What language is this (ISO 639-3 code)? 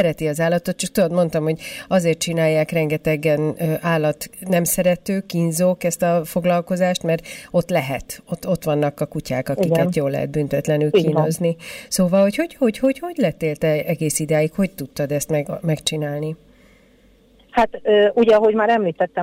hun